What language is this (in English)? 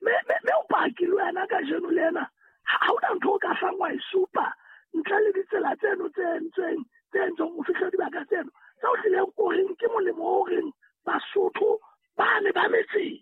Southern Sotho